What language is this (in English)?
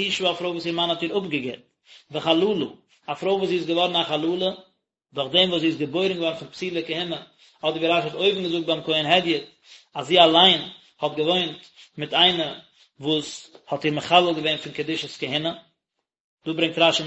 Yiddish